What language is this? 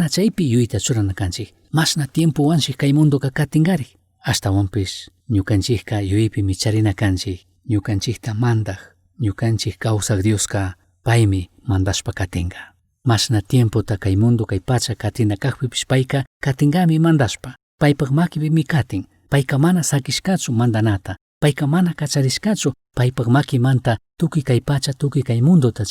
Chimborazo Highland Quichua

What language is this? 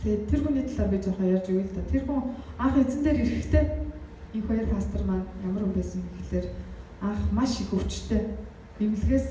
Mongolian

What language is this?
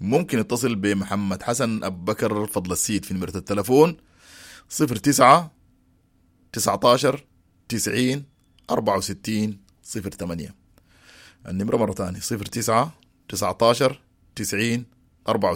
Sudanese Arabic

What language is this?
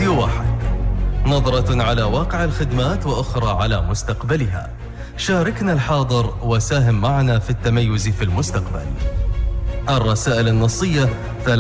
Arabic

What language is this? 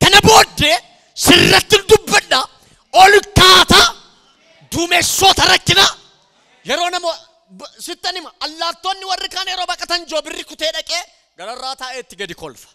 Oromo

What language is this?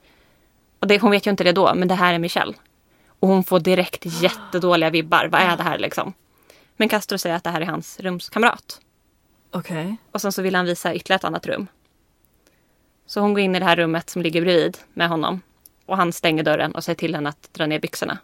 Swedish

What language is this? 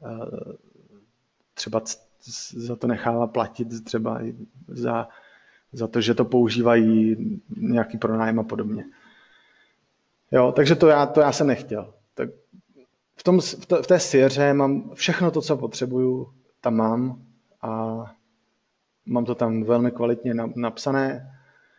Czech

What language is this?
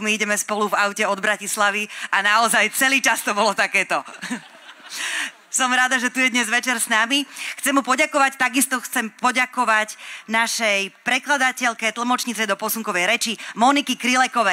Slovak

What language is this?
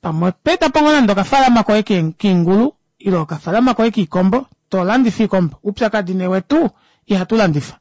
Kuanyama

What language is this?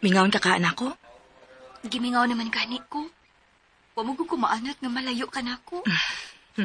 Cebuano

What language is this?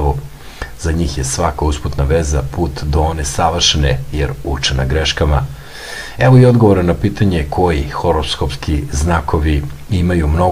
Serbian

